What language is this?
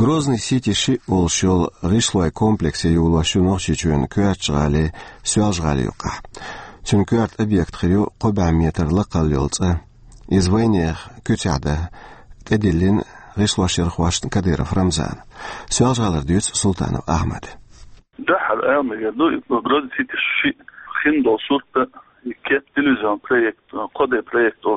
Chechen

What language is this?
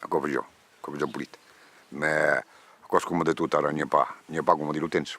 Occitan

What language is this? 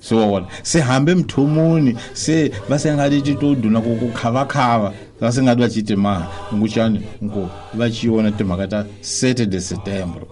Tsonga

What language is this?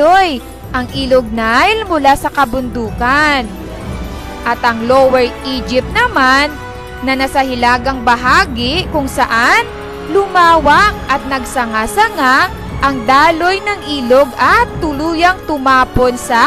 Filipino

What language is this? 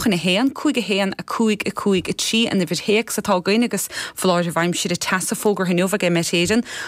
Irish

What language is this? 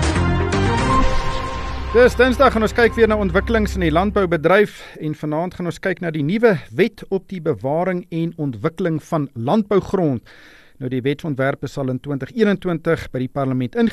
Afrikaans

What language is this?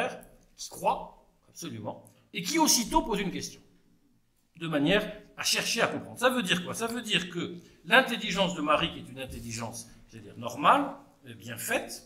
French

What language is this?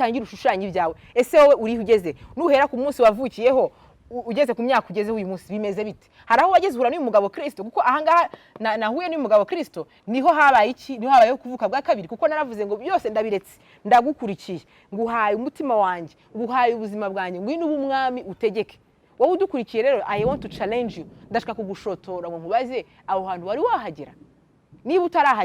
Kinyarwanda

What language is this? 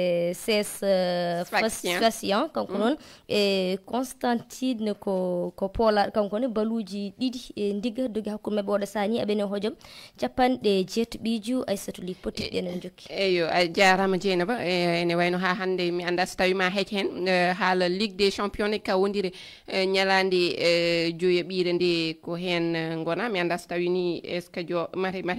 Fula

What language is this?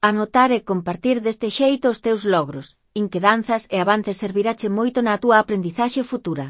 Galician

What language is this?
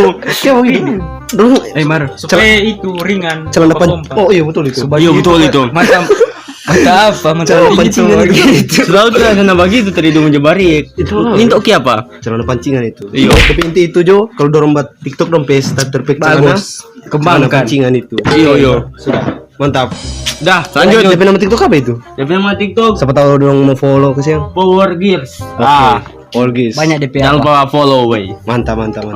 Manado Malay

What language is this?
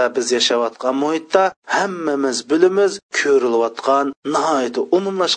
Uyghur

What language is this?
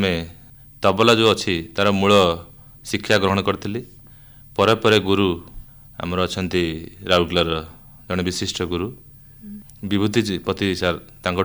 Odia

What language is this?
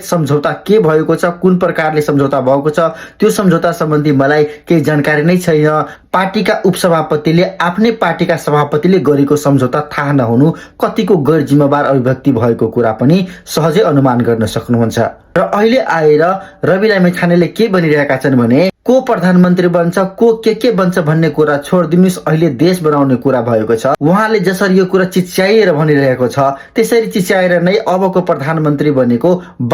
Nepali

